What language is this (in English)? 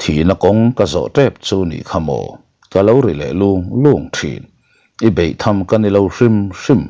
Mizo